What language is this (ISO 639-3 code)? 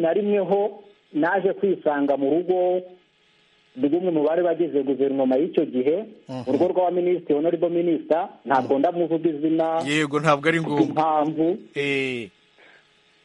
kin